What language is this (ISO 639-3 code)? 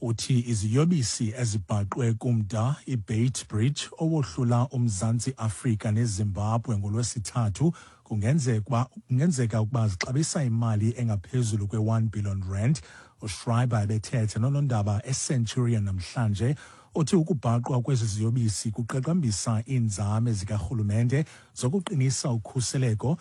xho